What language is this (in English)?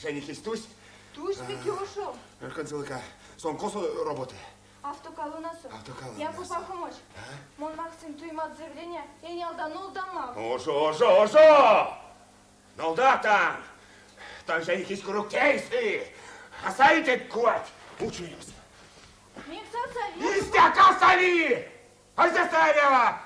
Erzya